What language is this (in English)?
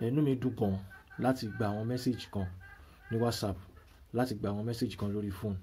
Yoruba